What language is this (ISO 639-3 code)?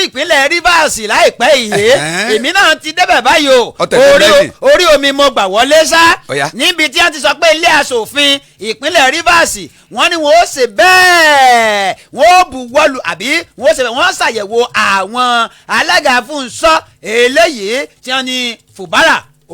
yor